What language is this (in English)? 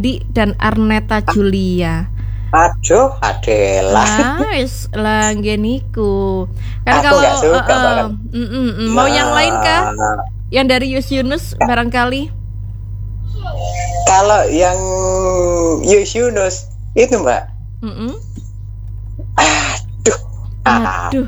Indonesian